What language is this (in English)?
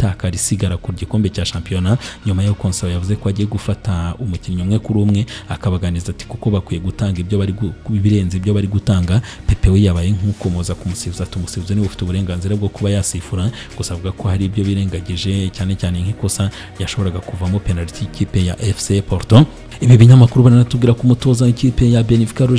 Kinyarwanda